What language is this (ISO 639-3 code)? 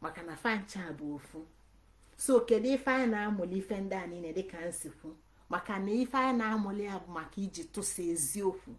ibo